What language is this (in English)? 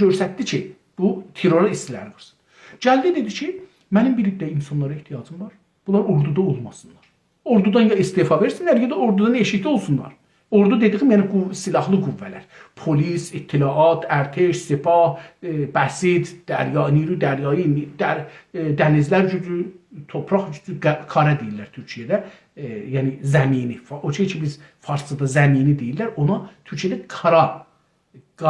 South Azerbaijani